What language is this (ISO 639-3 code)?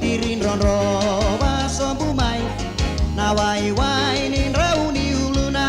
fij